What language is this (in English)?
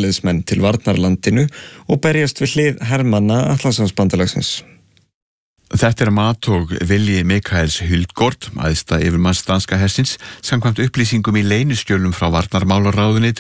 Icelandic